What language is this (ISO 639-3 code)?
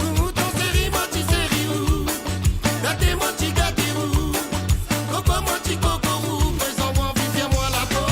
mfe